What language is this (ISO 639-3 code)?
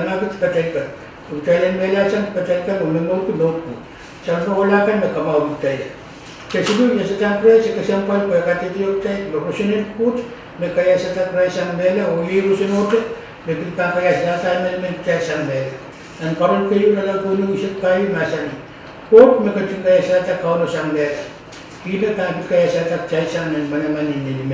pon